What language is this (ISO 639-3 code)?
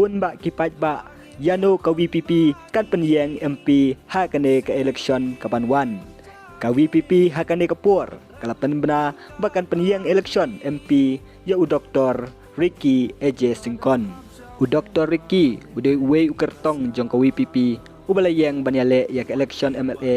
kha